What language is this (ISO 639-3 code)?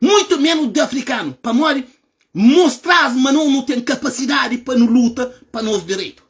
kea